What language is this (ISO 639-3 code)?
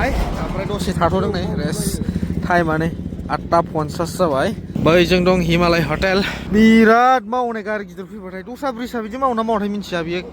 brx